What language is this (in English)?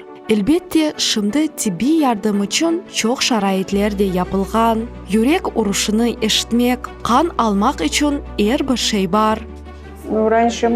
Crimean Tatar